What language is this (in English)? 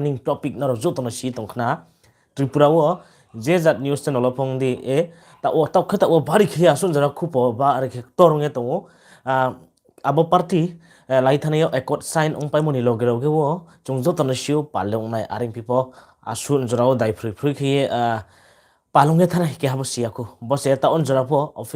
Riang (India)